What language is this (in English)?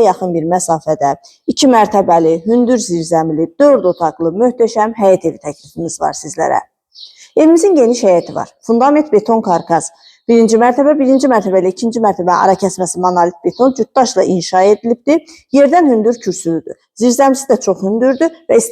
Azerbaijani